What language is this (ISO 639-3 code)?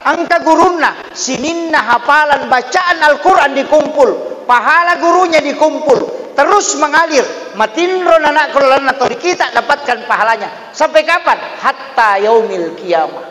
bug